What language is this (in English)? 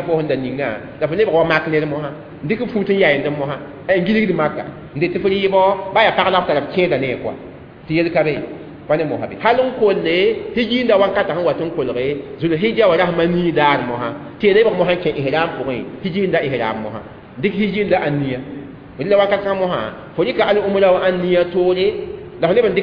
Mossi